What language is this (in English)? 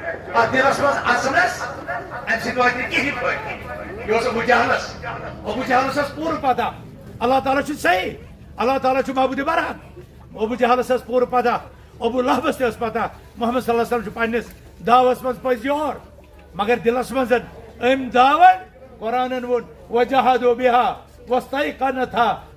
Kashmiri